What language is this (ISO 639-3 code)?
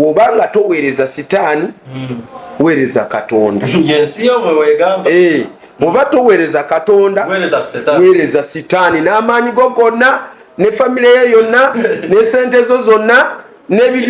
lug